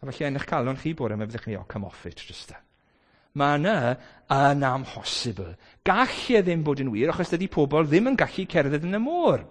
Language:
Welsh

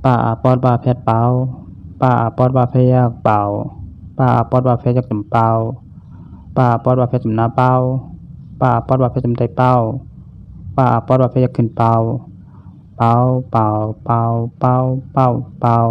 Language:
Shan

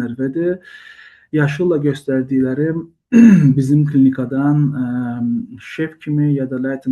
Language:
Azerbaijani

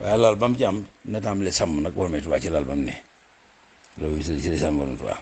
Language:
Wolof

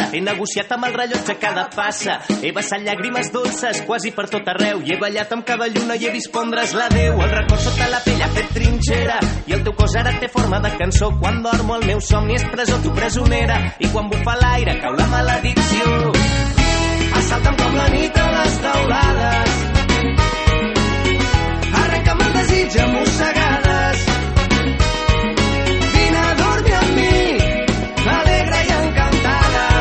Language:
Catalan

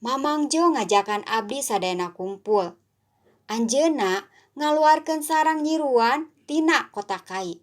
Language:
Sundanese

